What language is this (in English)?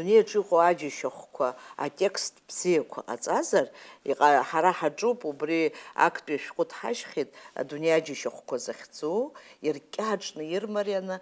Abkhazian